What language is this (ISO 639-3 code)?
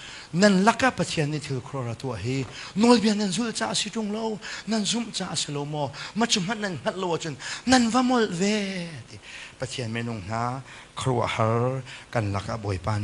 cnh